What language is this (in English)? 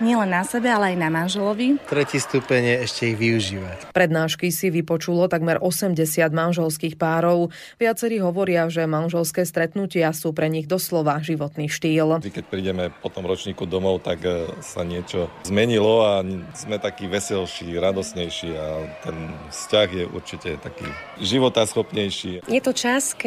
Slovak